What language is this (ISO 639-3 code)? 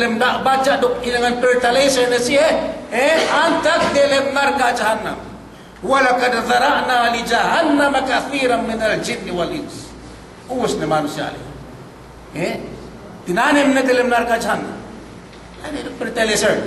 yka